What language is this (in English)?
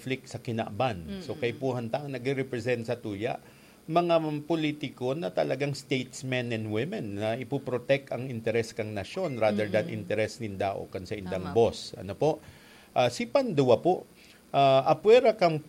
Bikol